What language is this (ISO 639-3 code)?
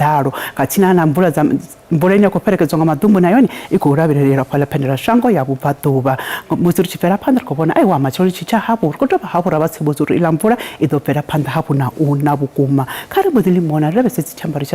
ven